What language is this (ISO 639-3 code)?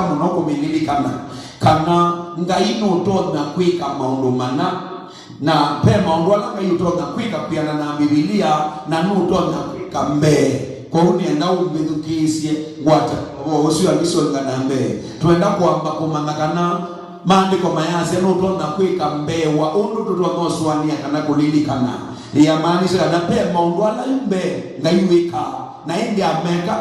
kam